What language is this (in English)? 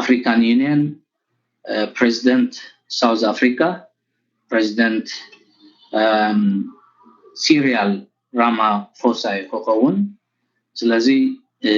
Tigrinya